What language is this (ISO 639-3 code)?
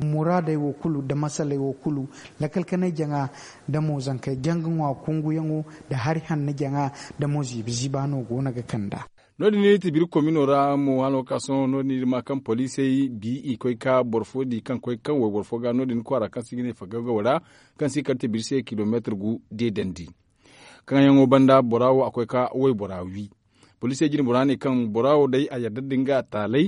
dje